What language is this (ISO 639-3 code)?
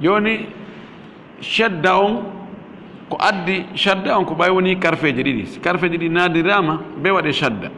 ful